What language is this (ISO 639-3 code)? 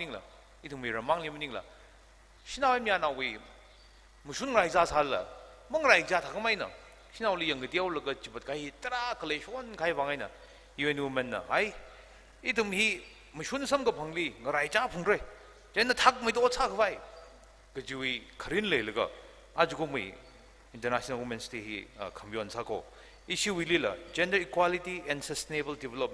nmf